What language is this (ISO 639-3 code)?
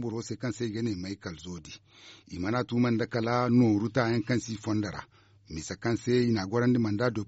dje